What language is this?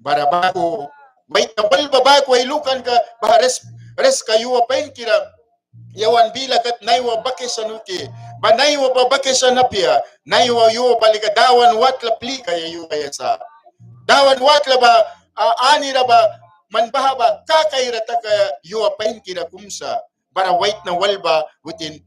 Mískito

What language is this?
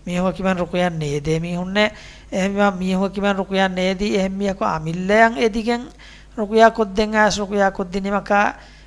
Divehi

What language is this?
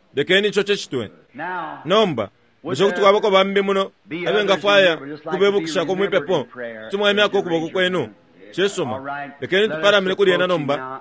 Bemba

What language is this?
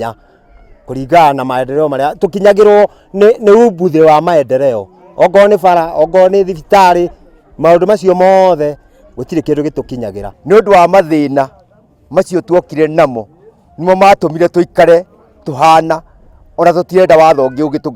Kikuyu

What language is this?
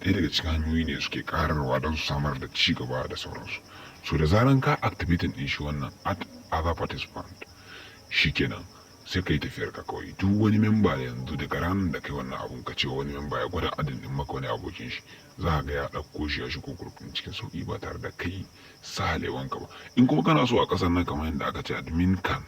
Hausa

